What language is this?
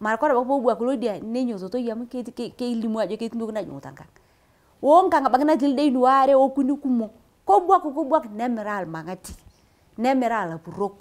Masai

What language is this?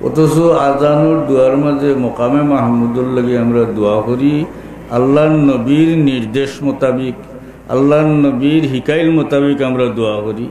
Sylheti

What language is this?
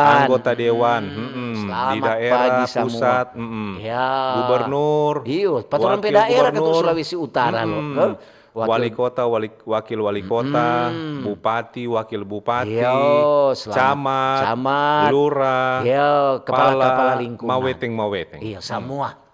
Manado Malay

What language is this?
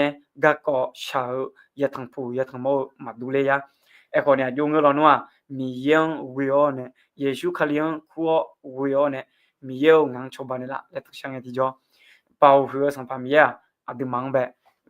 Akha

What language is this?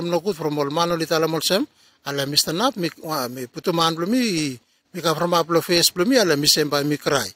Bislama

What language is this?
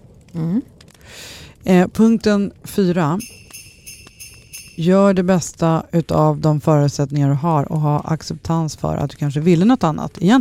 Swedish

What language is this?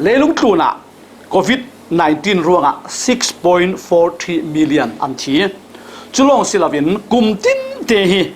Falam Chin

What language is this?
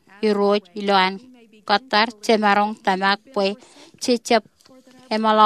Marshallese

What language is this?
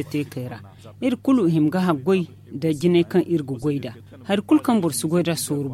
Zarma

